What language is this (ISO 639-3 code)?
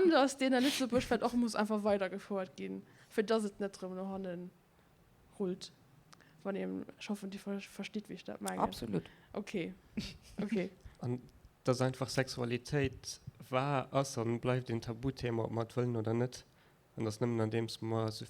ltz